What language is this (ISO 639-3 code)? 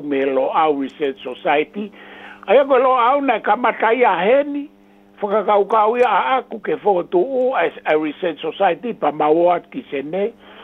ton